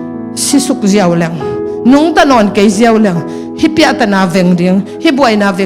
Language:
Tedim Chin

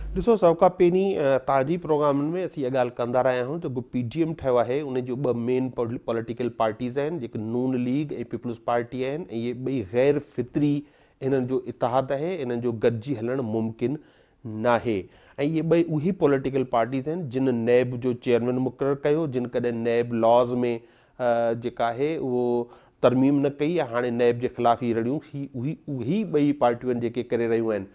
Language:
Sindhi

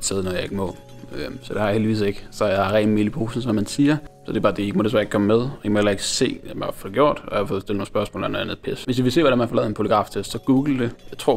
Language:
Danish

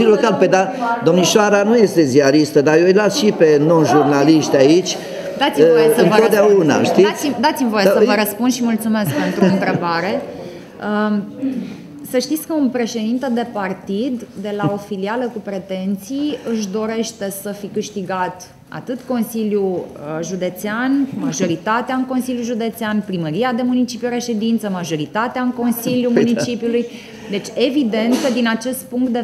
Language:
Romanian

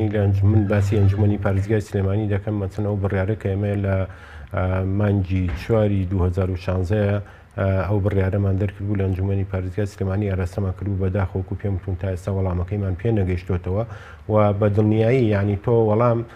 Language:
Central Kurdish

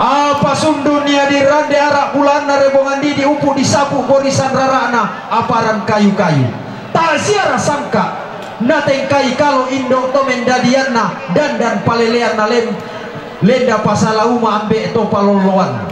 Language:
Toraja-Sa'dan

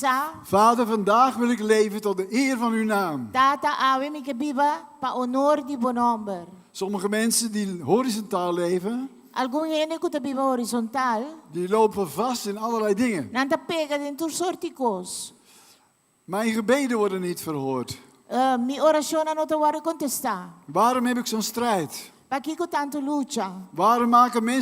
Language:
Papiamento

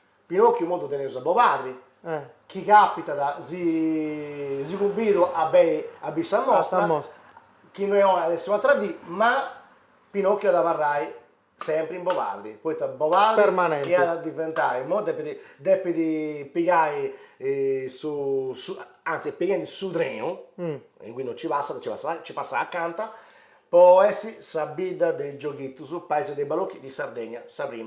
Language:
Sardinian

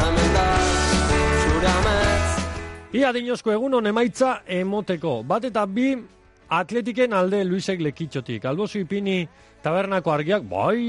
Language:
Basque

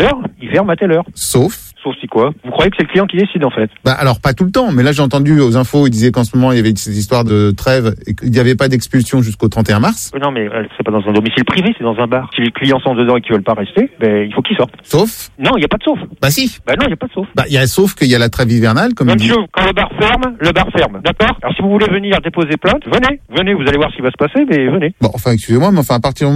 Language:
French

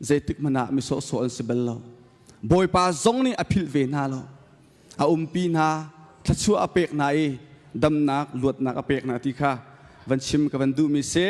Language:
Hakha Chin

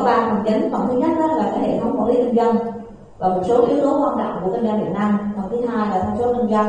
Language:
Vietnamese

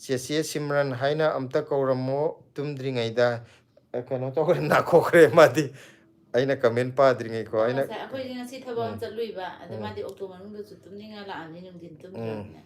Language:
Manipuri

